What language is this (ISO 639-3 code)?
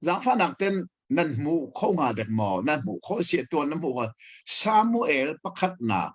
cnh